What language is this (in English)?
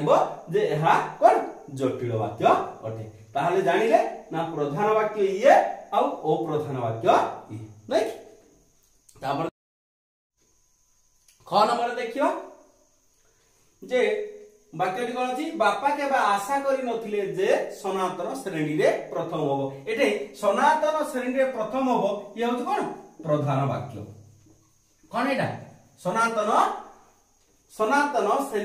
Odia